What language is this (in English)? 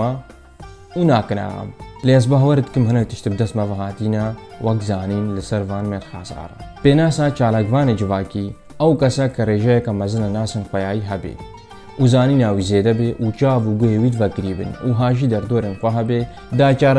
Kurdish